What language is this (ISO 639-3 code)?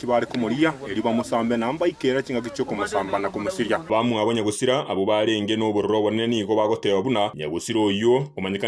guz